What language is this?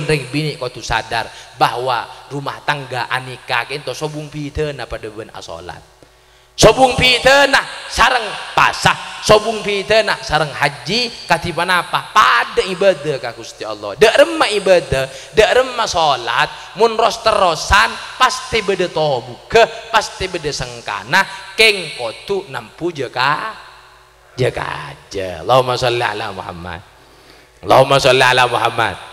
Madurese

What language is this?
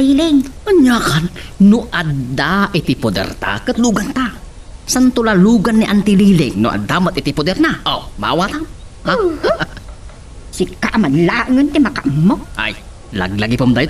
Iloko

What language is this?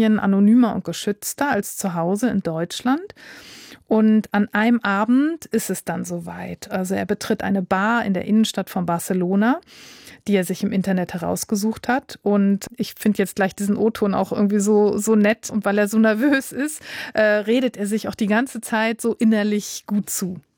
German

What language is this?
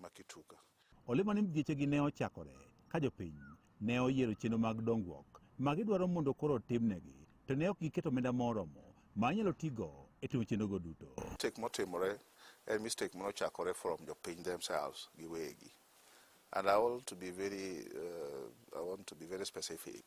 Luo (Kenya and Tanzania)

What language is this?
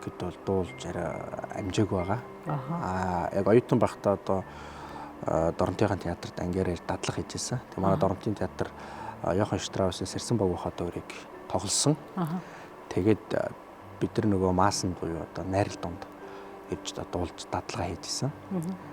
Mongolian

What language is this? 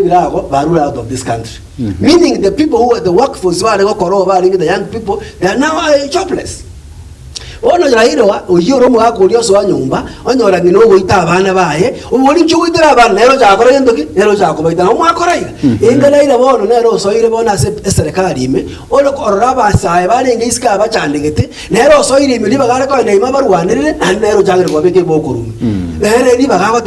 Gusii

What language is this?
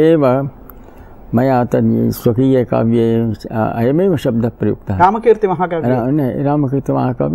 Sanskrit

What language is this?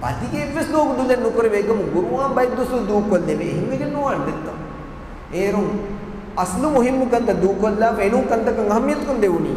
Divehi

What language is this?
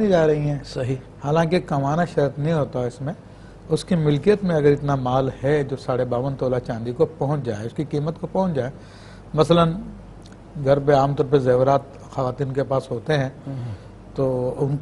Urdu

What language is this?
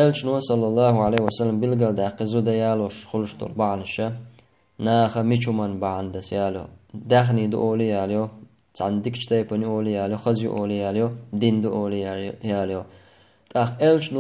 Chechen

